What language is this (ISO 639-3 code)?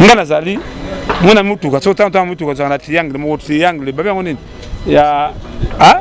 lin